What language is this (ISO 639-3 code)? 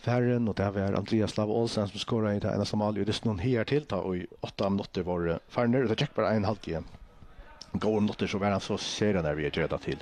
fao